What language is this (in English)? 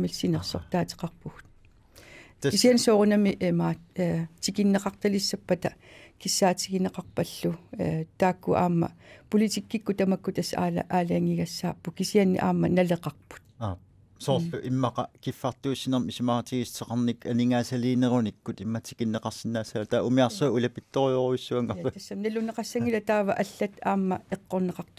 Kalaallisut